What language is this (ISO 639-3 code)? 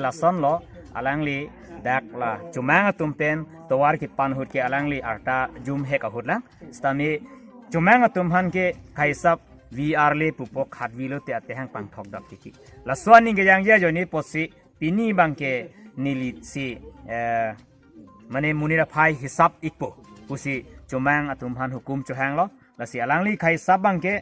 mjw